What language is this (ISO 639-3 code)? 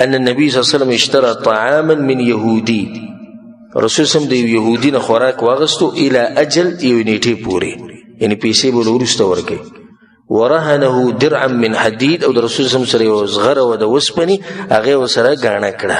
pus